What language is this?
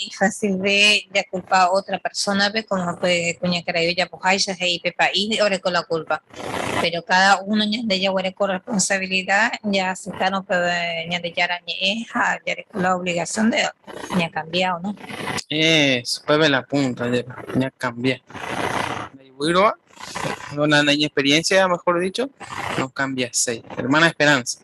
Guarani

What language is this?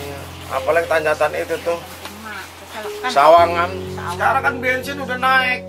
Betawi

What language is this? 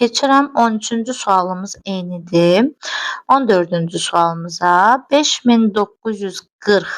Azerbaijani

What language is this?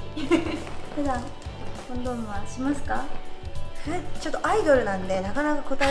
Japanese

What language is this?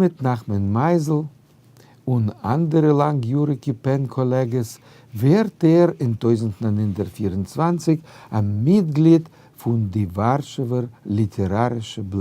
Yiddish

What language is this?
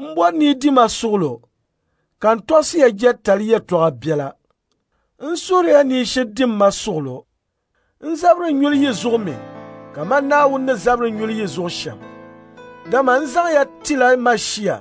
Dagbani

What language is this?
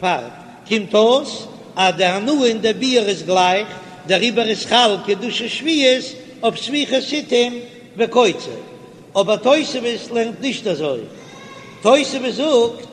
Yiddish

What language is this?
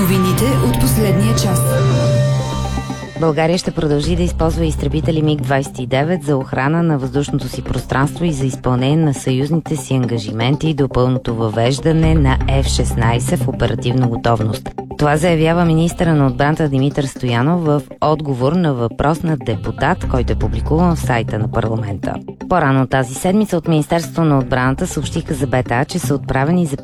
Bulgarian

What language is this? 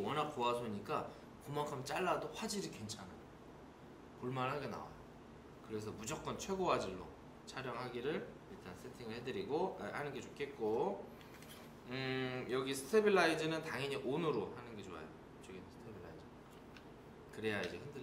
Korean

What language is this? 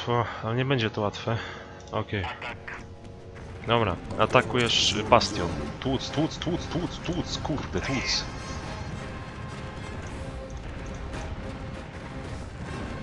Polish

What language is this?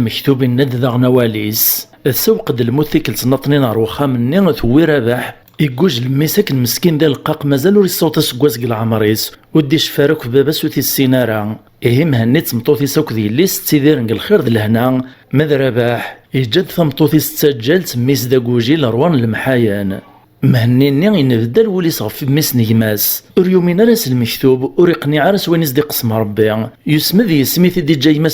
Kabyle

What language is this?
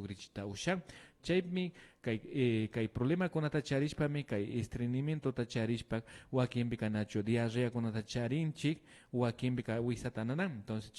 Imbabura Highland Quichua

